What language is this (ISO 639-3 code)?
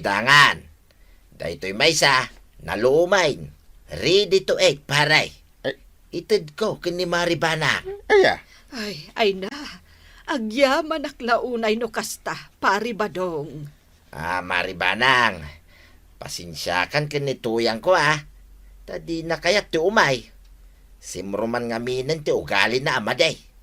ilo